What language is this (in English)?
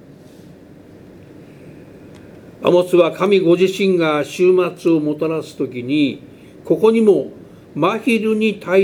Japanese